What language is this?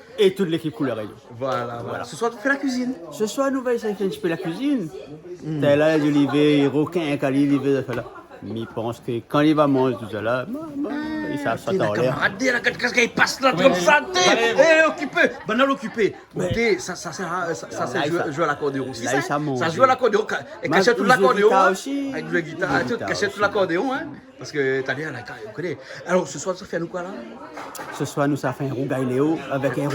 Réunion Creole French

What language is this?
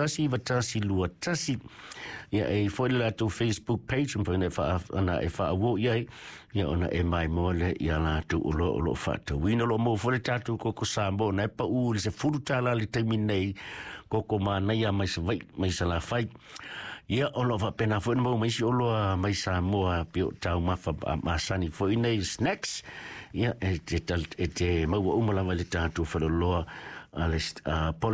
Samoan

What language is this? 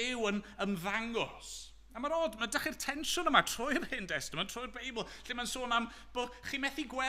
Welsh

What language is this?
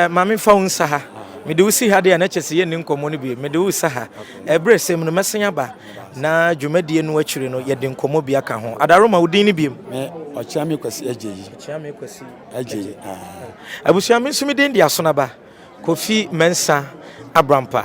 Akan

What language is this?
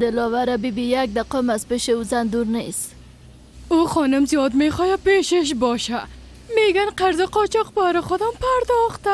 Persian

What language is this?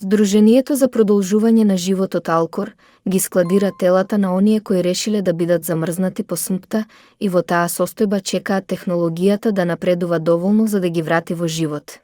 Macedonian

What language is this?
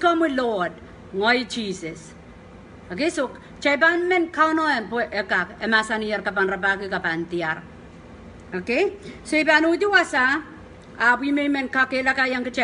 Pohnpeian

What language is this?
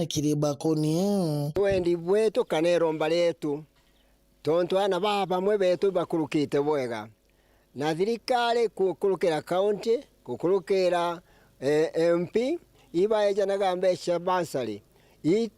Meru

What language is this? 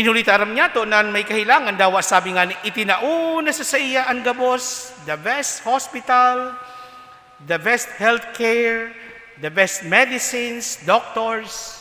Bikol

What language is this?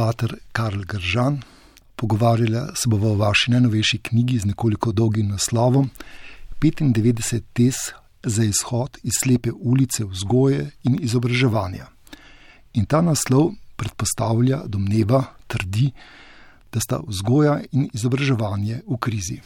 Slovenian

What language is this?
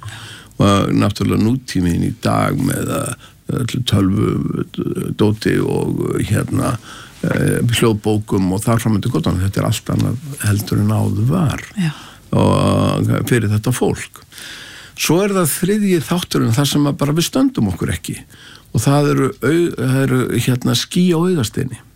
Icelandic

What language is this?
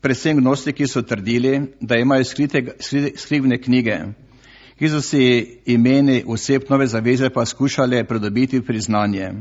Slovenian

